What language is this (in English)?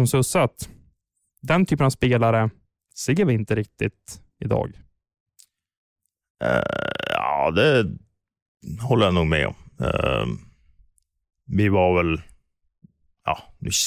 Swedish